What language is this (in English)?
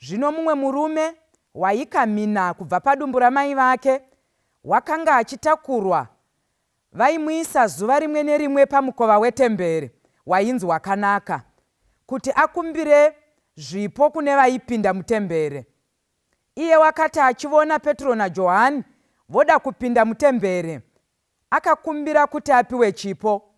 Shona